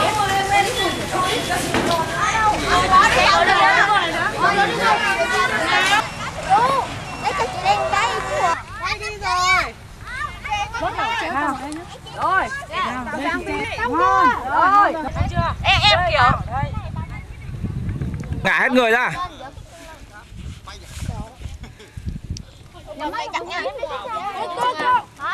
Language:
Vietnamese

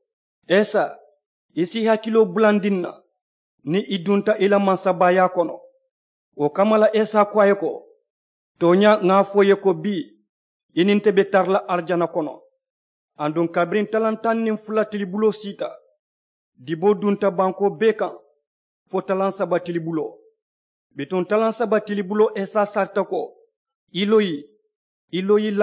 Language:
Mandingo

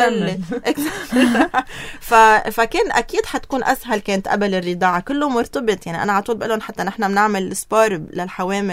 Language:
North Levantine Arabic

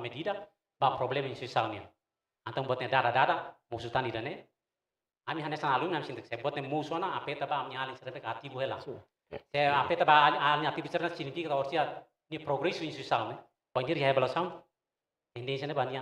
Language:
Tetum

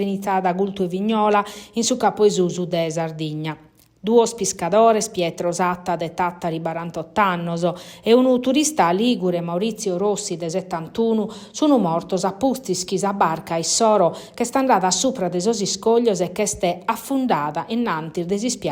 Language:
Sardinian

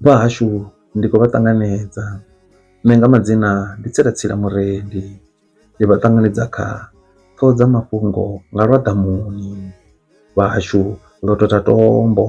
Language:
Venda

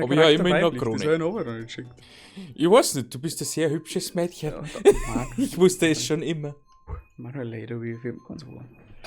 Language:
Bavarian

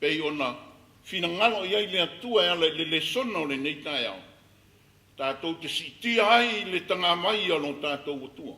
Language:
Samoan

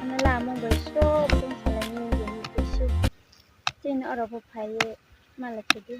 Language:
Riang (India)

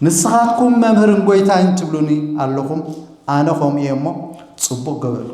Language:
Tigrinya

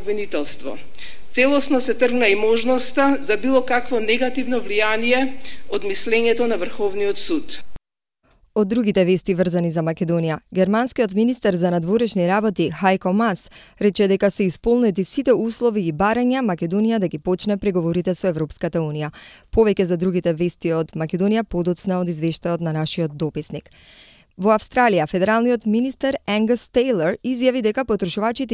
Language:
Macedonian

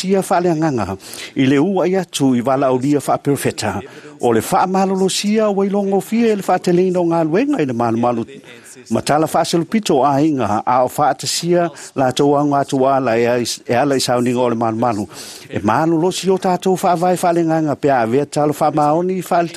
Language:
Samoan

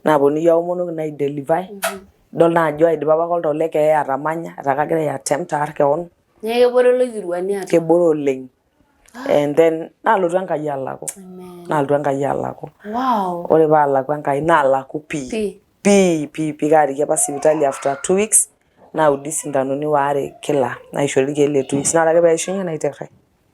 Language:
Masai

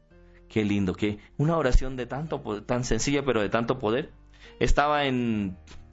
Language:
Spanish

